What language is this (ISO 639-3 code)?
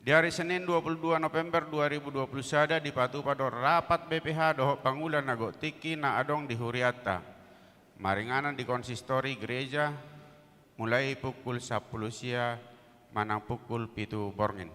bbc